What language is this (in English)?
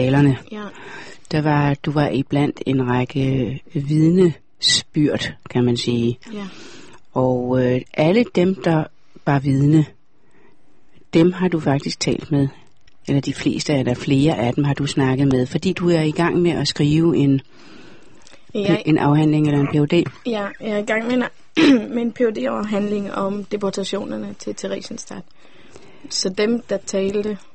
Danish